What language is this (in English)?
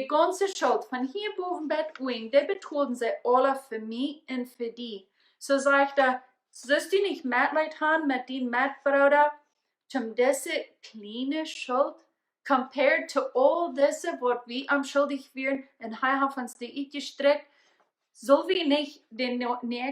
Plautdietsch